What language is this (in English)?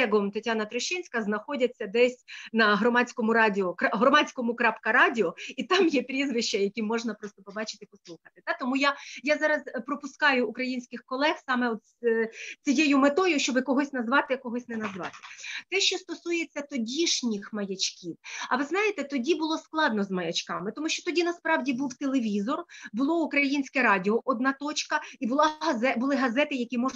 Ukrainian